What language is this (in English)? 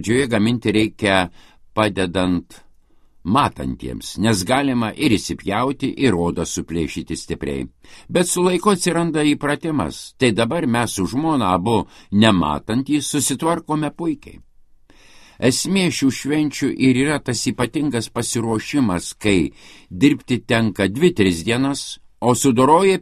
Lithuanian